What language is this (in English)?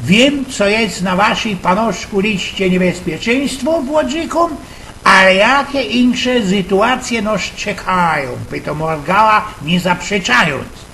Silesian